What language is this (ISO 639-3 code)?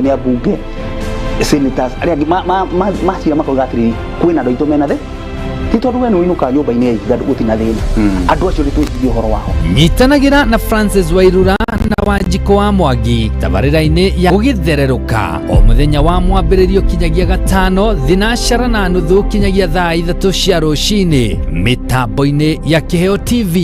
kik